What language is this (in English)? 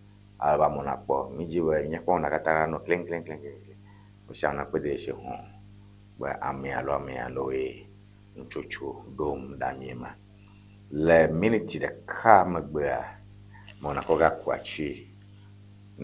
Ewe